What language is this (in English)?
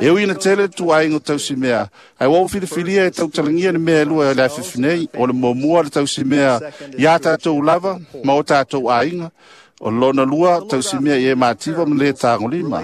Samoan